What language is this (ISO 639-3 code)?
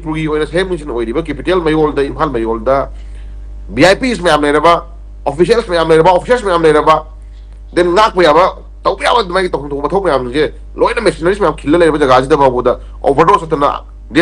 mni